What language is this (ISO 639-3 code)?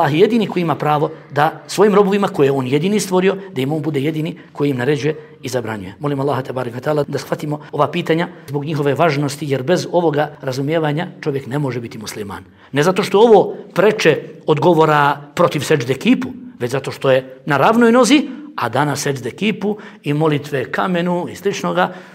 bos